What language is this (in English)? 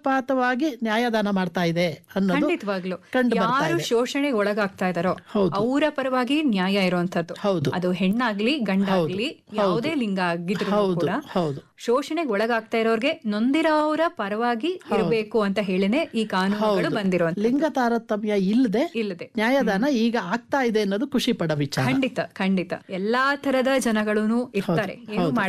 Kannada